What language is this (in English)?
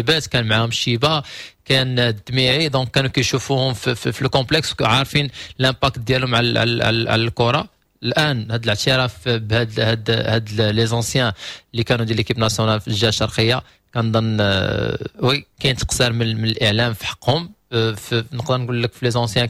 Moroccan Arabic